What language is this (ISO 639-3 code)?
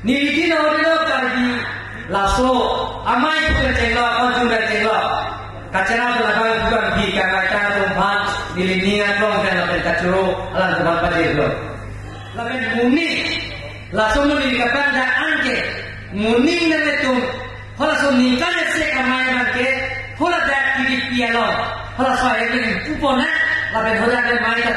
mjw